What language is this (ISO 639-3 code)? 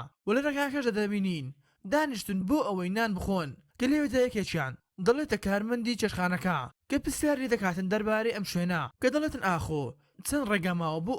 ckb